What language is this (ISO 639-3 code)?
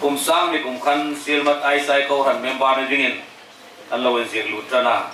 hmr